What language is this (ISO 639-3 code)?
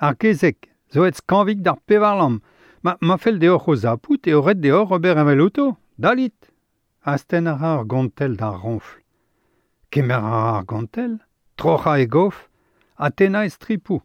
bre